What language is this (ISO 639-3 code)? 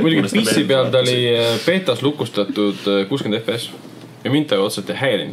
est